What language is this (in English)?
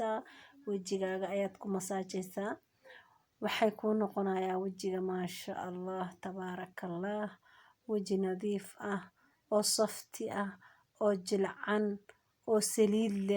Somali